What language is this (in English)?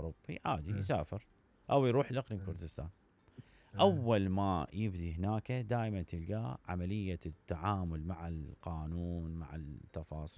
Mesopotamian Arabic